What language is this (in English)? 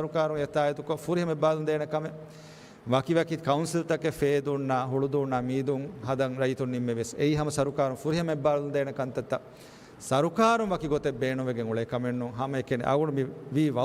Divehi